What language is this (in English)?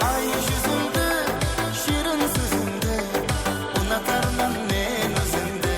Kara-Kalpak